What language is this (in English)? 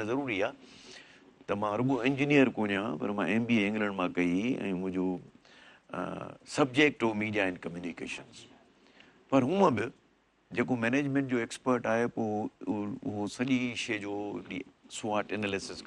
Sindhi